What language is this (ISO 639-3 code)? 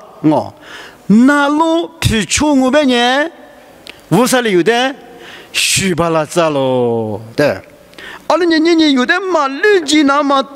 lis